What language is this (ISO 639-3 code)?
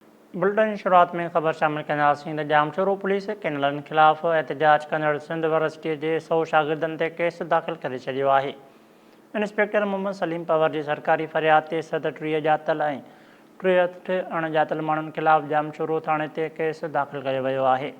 snd